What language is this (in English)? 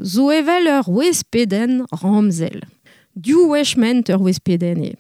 Breton